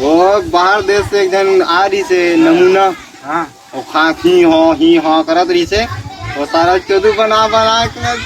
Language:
Chhattisgarhi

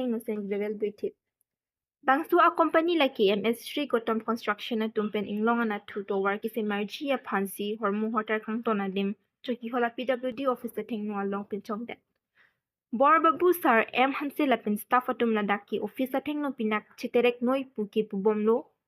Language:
Karbi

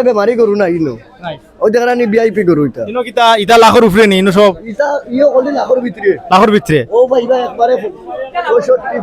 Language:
Sylheti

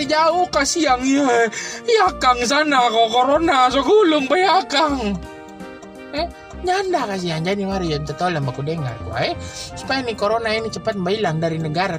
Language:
Manado Malay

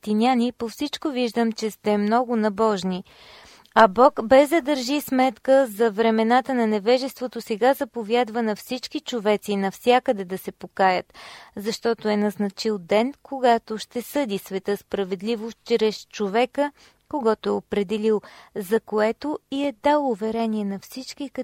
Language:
Bulgarian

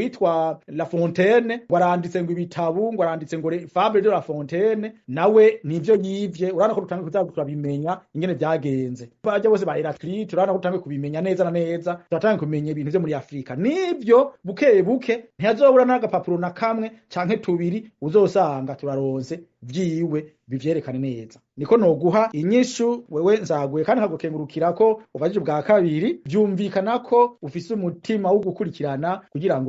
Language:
Rundi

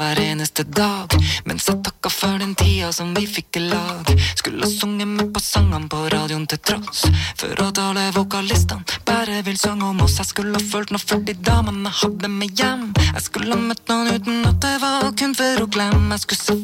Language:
Norwegian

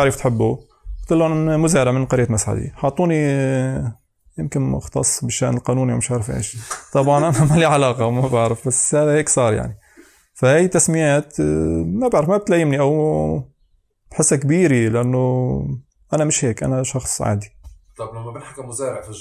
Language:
North Levantine Arabic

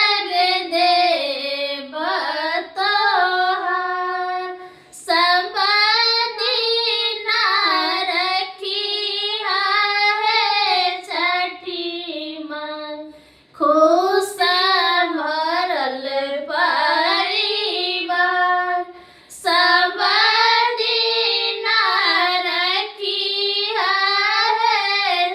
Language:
Maithili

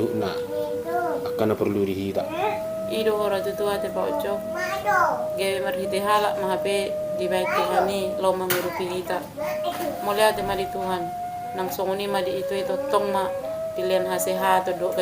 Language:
Batak Toba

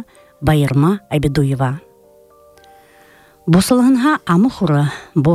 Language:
Buriat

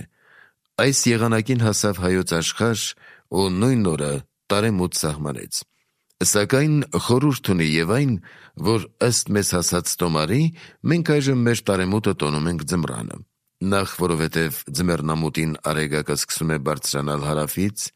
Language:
Armenian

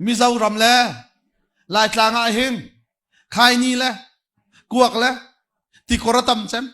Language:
Hakha Chin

